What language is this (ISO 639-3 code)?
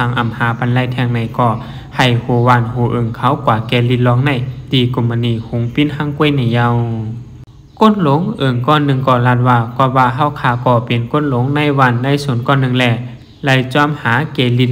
shn